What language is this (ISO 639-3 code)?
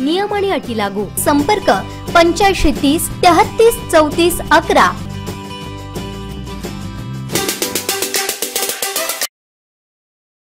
mar